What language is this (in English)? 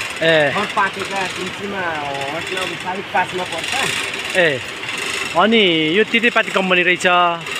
Nepali